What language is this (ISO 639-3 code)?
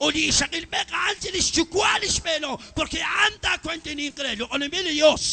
kek